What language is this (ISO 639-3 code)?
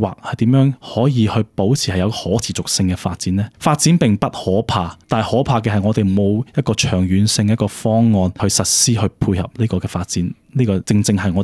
yue